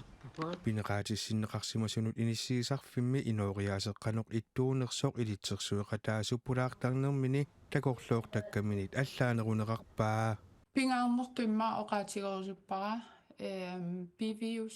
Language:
Kalaallisut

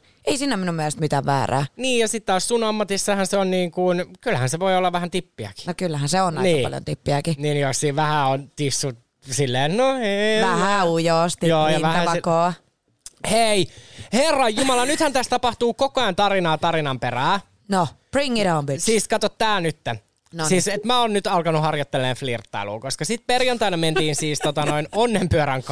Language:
Finnish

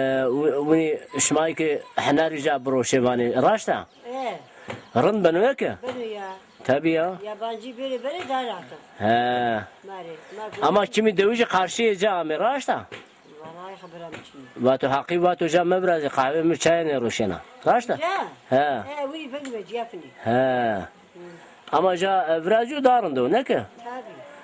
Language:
Zaza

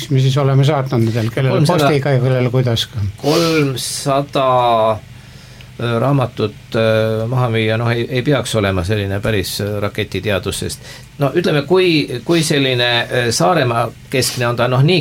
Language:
Estonian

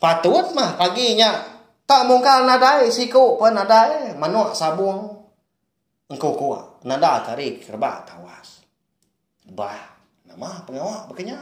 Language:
Iban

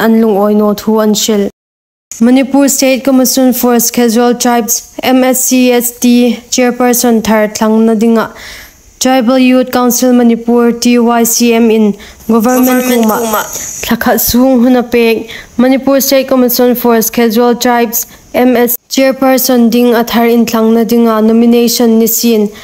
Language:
Hmar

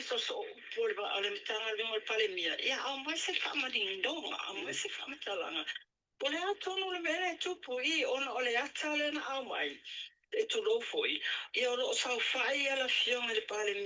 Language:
Samoan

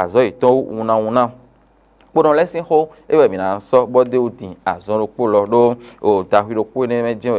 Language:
Fon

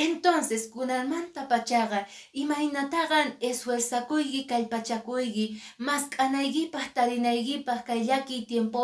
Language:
Quechua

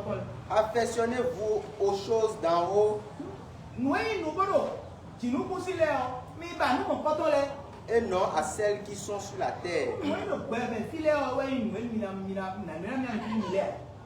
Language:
Fon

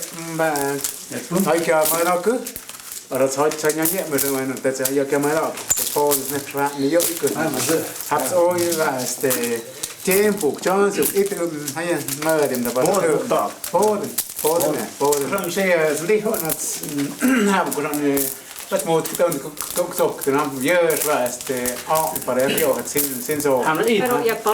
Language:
Totontepec Mixe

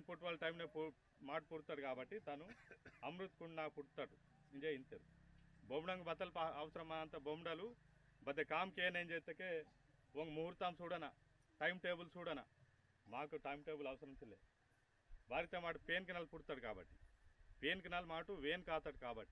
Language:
Aheri Gondi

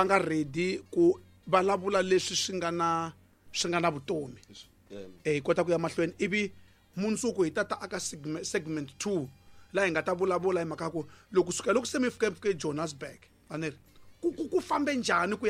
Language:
Tsonga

